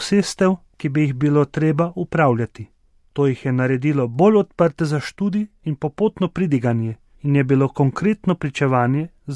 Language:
Slovenian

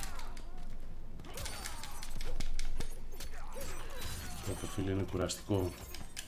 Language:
Greek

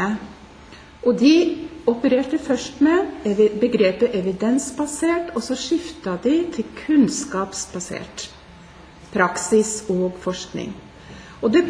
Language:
Norwegian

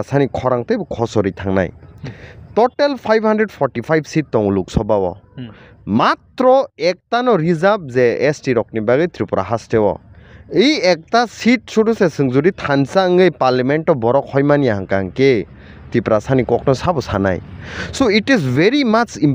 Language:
Kok Borok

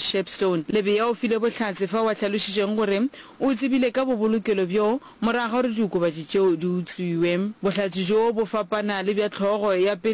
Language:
Northern Sotho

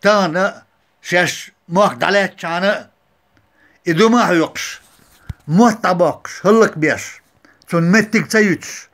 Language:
Chechen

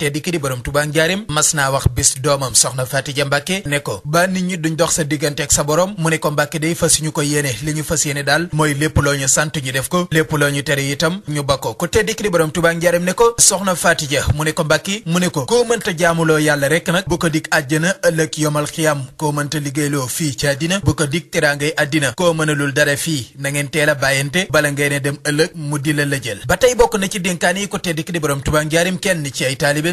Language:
Wolof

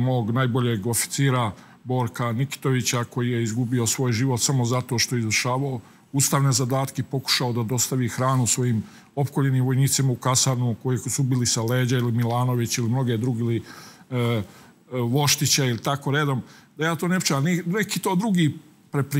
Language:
Serbian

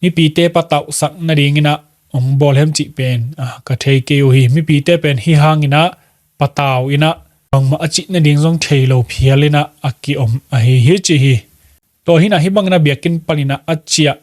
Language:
Tedim Chin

